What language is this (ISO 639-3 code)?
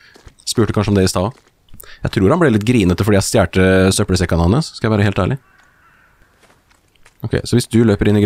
nor